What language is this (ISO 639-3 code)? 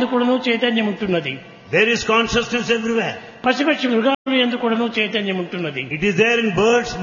tel